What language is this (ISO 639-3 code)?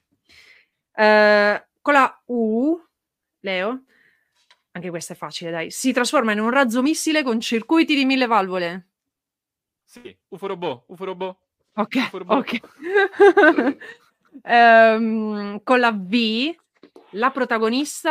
ita